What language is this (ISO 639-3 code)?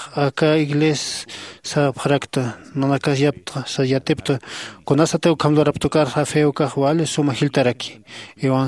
aym